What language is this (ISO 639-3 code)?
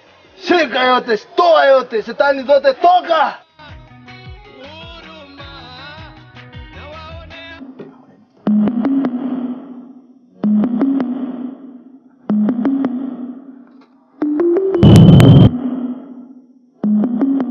swa